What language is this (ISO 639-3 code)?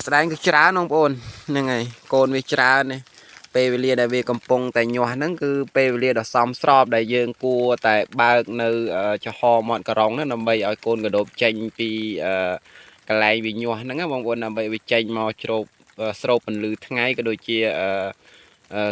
khm